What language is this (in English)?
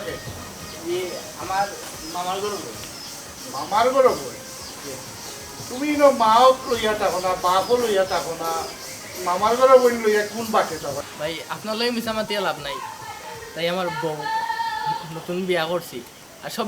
Sylheti